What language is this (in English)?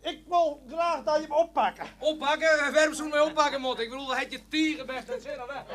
Western Frisian